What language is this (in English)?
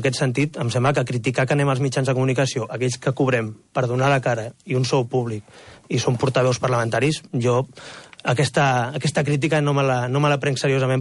Catalan